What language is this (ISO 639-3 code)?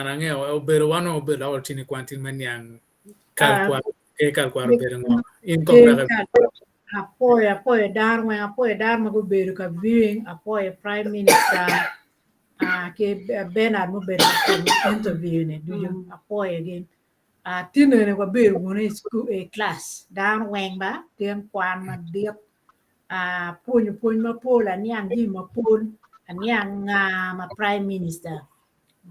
ach